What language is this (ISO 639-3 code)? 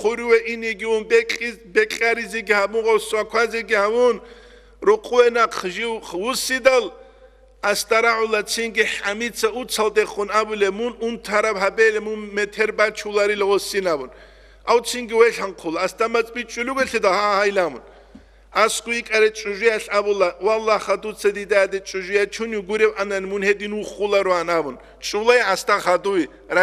ava